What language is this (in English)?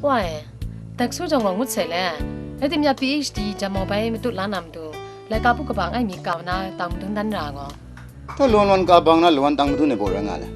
Kachin